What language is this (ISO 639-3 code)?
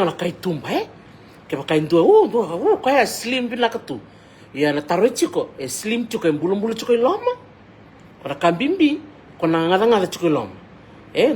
fij